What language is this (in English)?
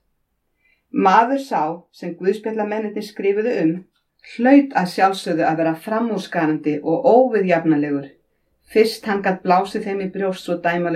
Icelandic